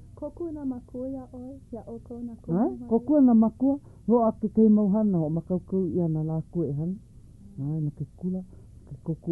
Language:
Hawaiian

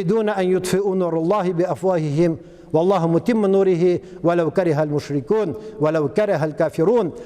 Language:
Tatar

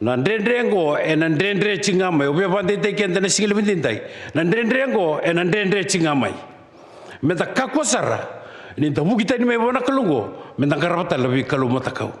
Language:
Fijian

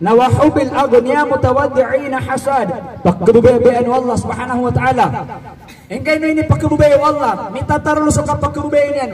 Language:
Maranao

